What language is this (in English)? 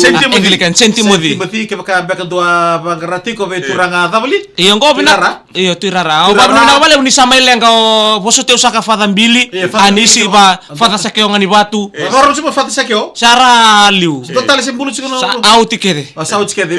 Fijian